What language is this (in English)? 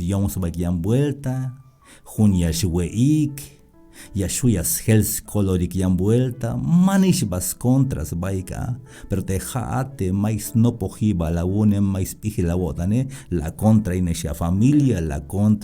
Tzeltal